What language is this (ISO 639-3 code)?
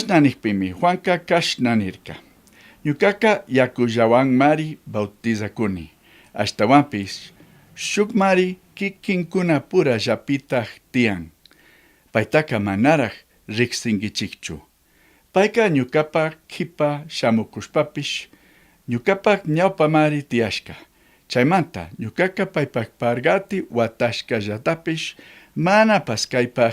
qug